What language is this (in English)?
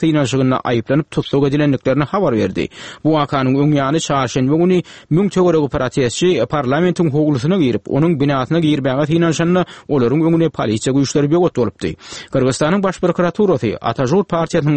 Turkmen